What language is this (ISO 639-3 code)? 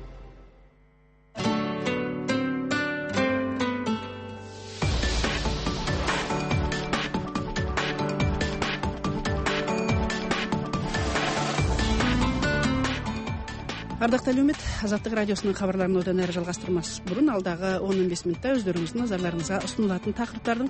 kaz